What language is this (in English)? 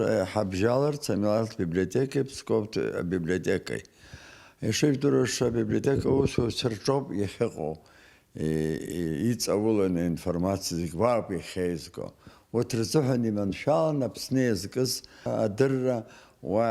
Abkhazian